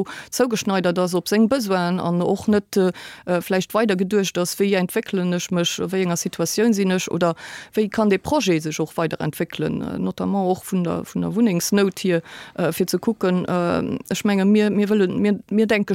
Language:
Luxembourgish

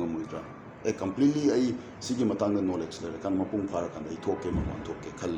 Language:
Manipuri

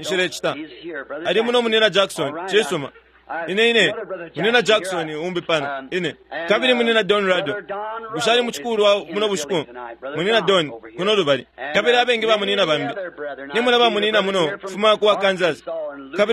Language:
Bemba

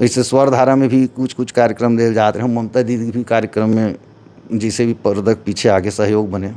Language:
Chhattisgarhi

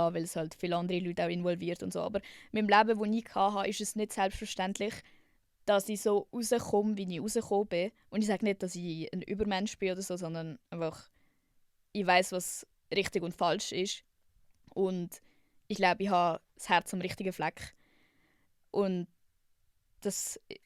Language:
Swiss German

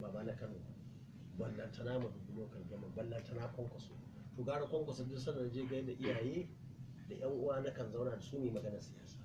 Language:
Hausa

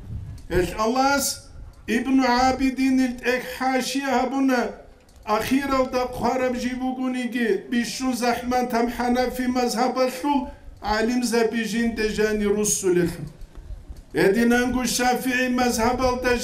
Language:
Avaric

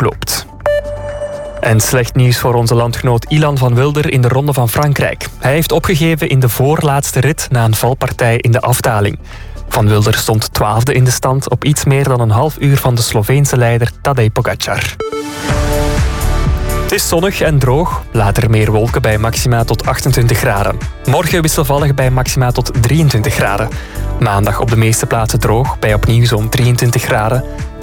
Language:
Dutch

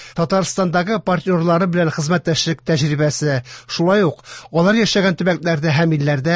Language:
Tatar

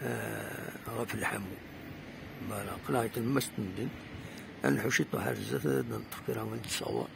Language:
Kabyle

